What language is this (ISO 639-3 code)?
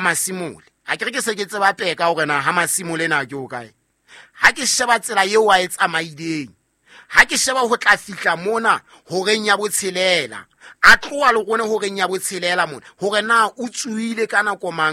sot